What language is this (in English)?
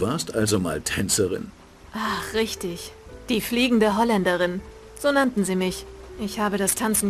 Bavarian